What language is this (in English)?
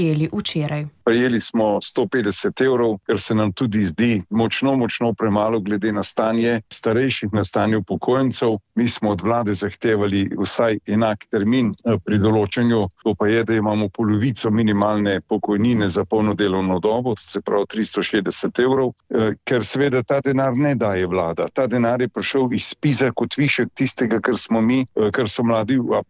Slovenian